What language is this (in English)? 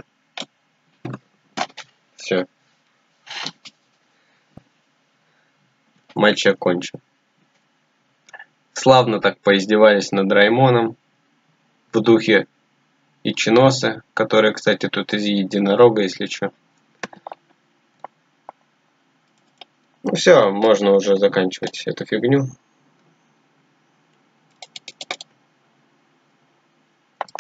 Russian